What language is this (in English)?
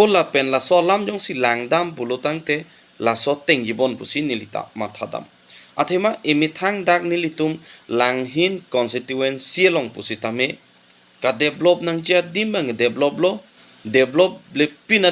Karbi